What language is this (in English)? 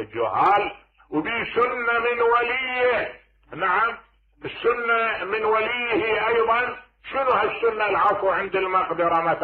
Mesopotamian Arabic